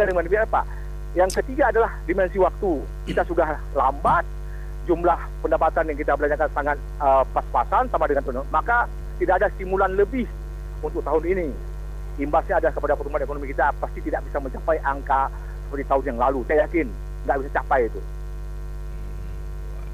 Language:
Indonesian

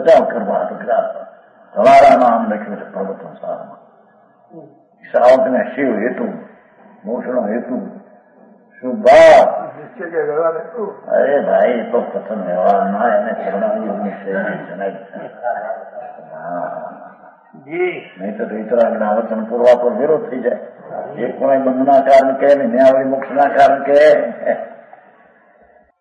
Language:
Gujarati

